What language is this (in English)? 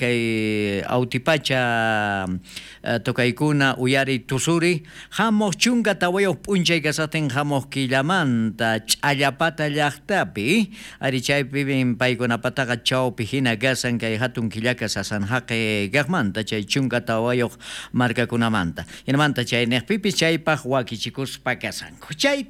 South Bolivian Quechua